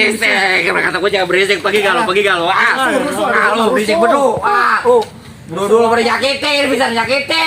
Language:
Betawi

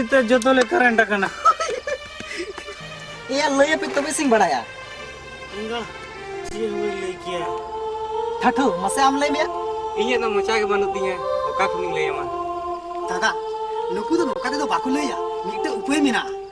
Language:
Santali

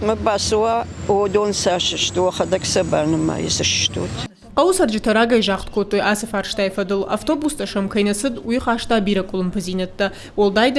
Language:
Ossetic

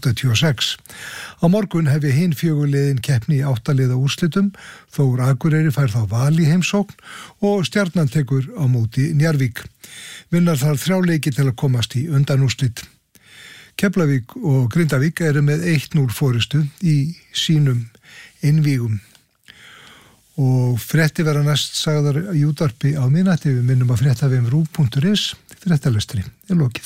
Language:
Icelandic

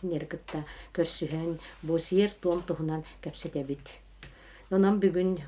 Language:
Yakut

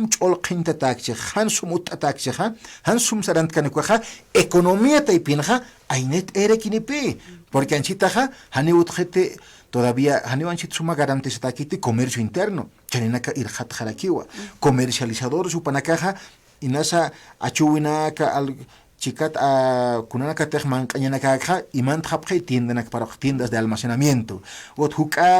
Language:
Aymara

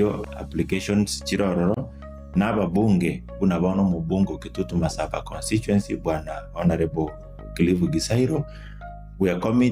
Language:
Gusii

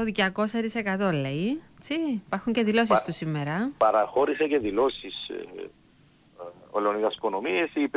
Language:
Greek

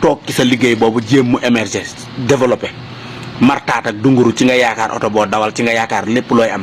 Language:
Wolof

